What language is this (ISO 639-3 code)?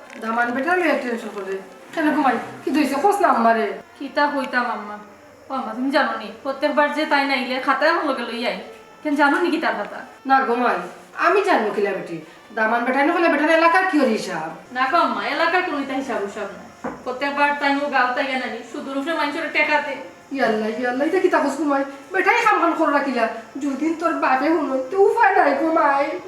syl